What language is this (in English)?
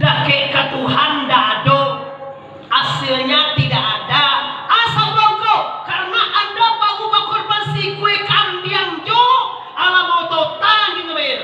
Minangkabau